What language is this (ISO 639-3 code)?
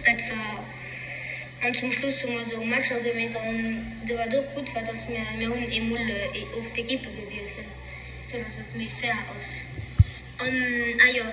ltz